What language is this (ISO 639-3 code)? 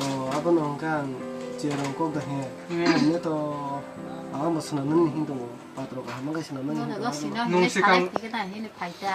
trp